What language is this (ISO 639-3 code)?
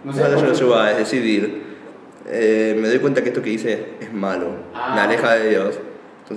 spa